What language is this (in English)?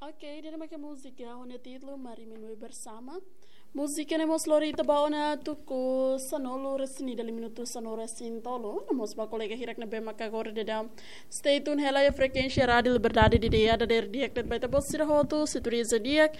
Tetum